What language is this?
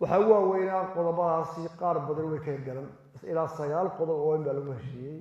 Somali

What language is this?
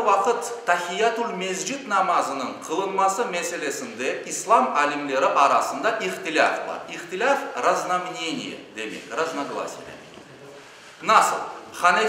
Crimean Tatar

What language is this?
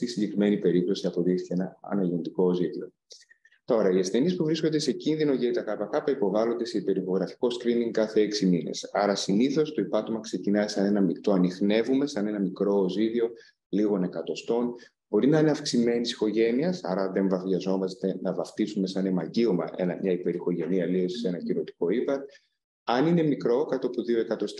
Greek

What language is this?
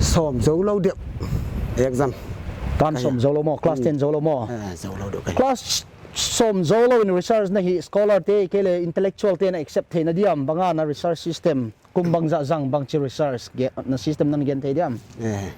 Paite Chin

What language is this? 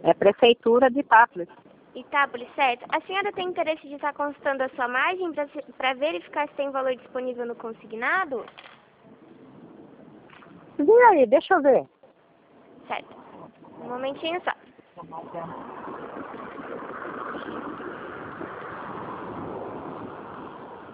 Portuguese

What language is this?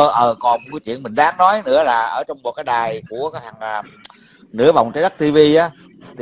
Vietnamese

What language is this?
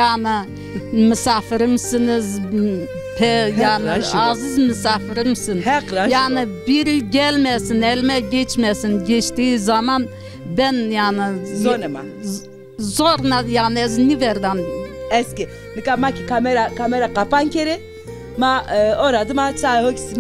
Zaza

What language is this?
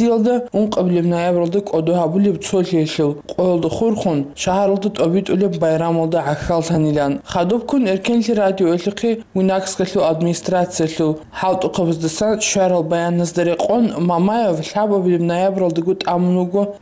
Avaric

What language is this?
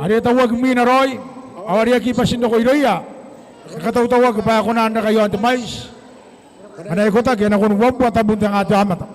Gilbertese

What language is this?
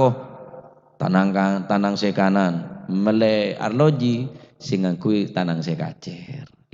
Madurese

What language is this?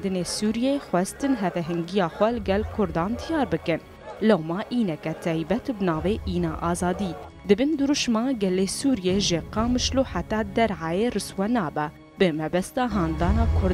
Kurdish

